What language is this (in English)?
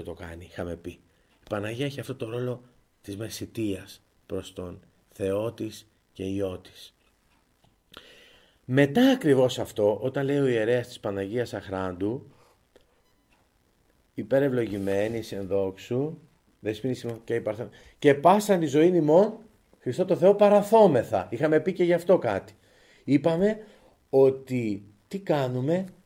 Greek